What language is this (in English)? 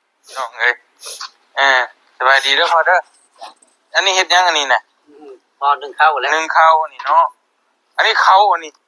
Lao